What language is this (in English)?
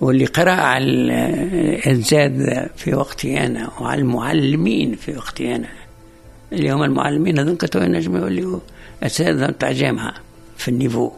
Tunisian Arabic